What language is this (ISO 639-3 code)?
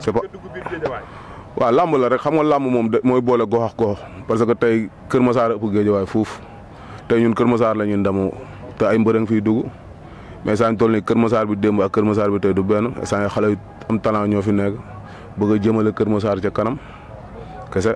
wol